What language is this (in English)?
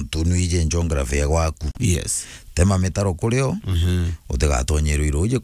Meru